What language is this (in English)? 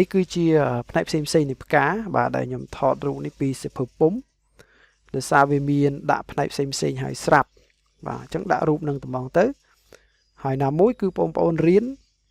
Khmer